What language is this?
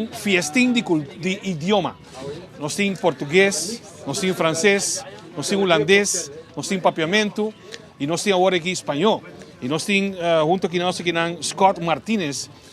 Papiamento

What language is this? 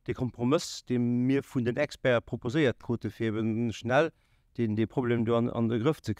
Luxembourgish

